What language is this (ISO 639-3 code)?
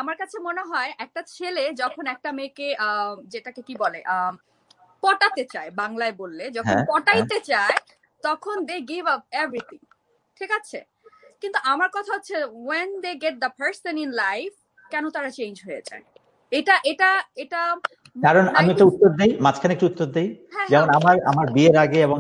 ben